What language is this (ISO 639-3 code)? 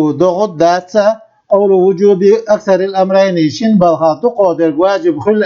che